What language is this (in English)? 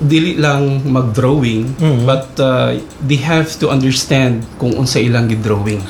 Cebuano